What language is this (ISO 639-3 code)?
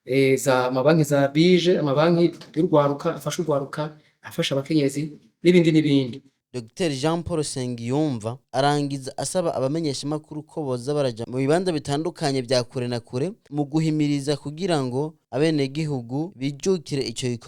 run